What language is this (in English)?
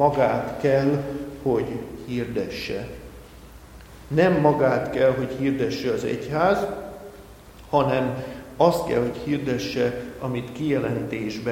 Hungarian